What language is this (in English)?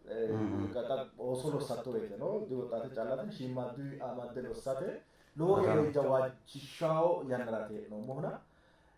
Sidamo